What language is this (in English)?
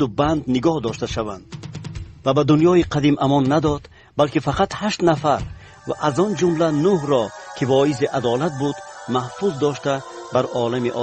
Tajik